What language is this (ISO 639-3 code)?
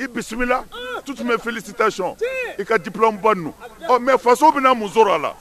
bam